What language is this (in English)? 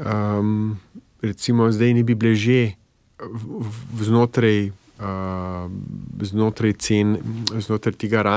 Slovenian